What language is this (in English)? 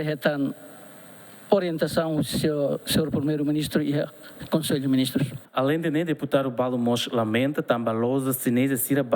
Tetum